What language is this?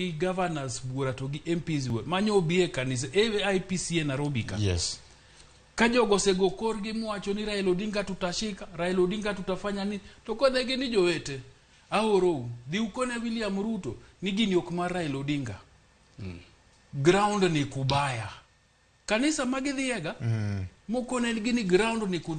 Luo (Kenya and Tanzania)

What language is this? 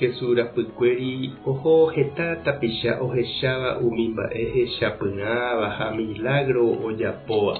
Guarani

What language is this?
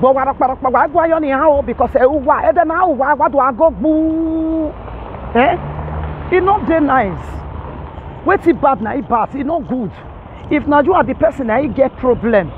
Nigerian Pidgin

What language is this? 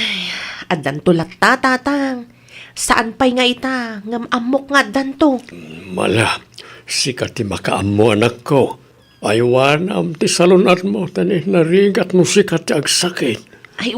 Iloko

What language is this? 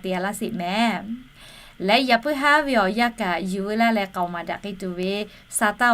Lahu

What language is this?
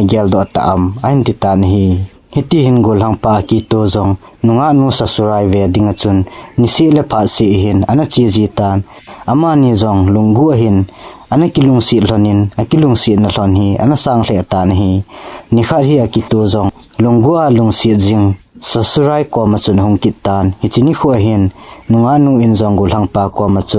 Thado Chin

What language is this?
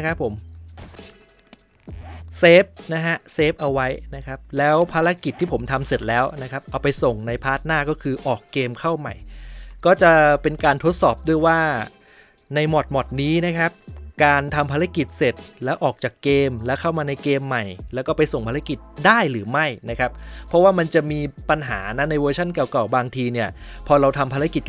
Thai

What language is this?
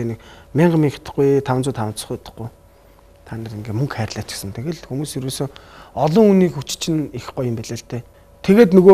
Mongolian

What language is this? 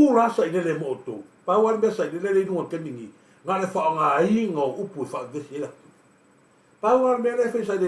Samoan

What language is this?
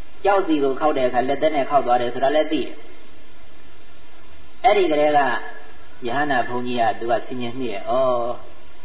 Burmese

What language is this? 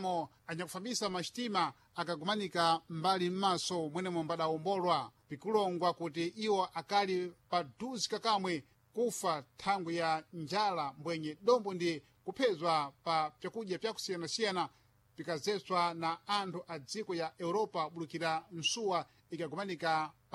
Sena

